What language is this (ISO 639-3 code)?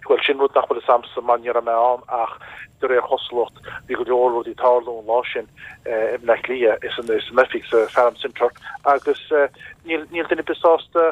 gle